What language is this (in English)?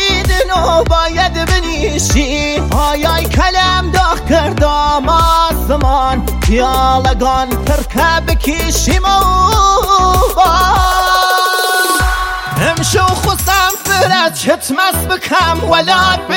Persian